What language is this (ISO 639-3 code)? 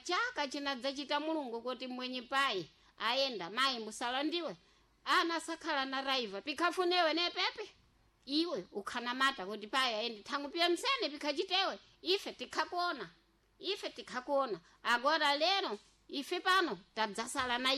seh